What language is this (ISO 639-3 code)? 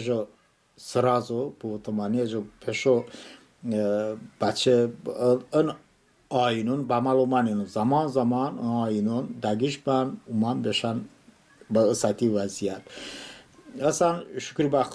tly